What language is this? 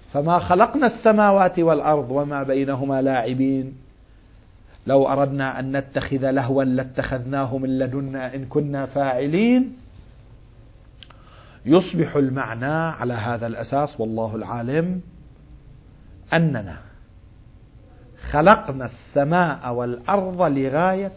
Arabic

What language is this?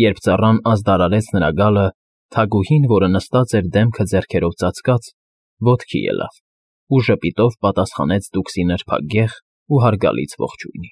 Armenian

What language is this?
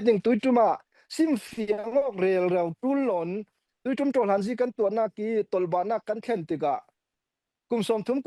Falam Chin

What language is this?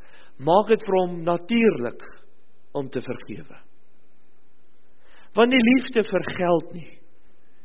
Afrikaans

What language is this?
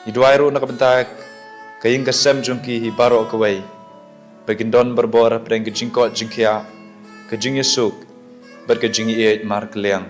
Khasi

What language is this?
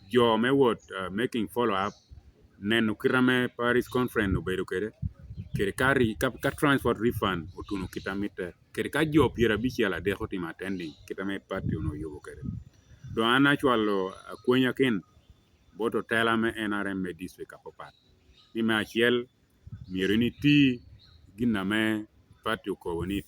Lango (Uganda)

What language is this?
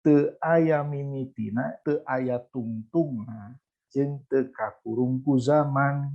Sundanese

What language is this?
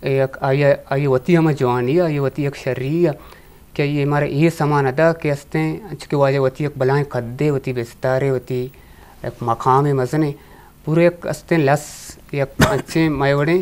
Eastern Balochi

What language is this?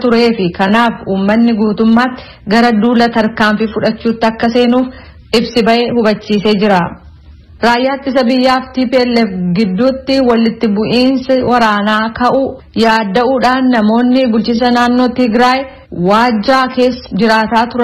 Oromo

